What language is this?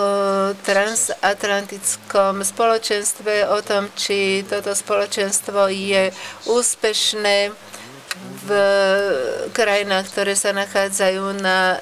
Slovak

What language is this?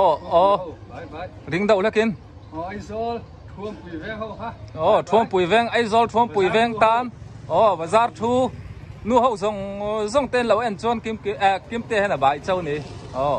Mizo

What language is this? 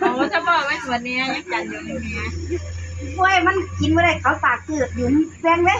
Northeastern Thai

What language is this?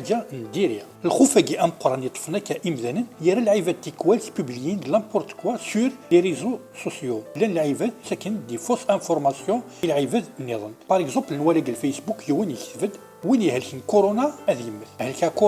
Kabyle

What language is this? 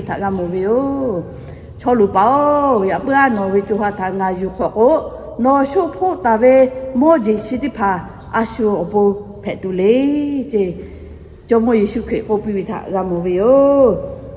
Lahu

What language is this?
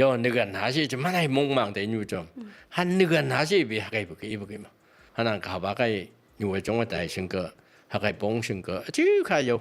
Phom Naga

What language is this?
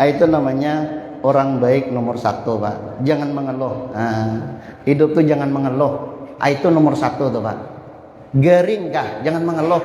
Banjar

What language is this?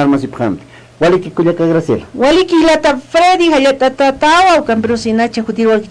Aymara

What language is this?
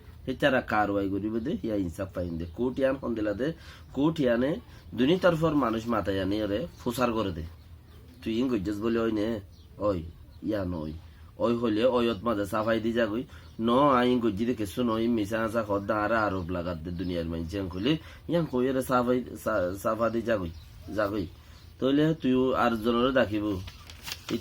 Rohingya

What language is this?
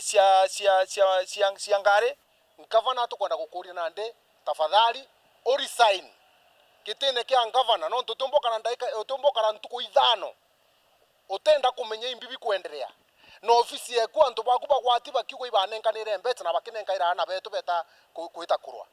Meru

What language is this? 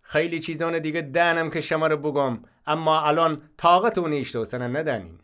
Gilaki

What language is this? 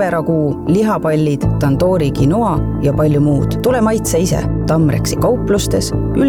Estonian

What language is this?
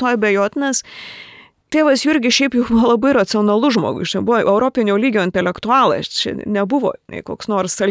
Lithuanian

